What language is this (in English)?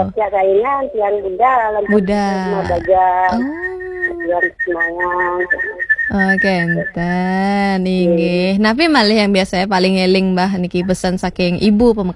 Balinese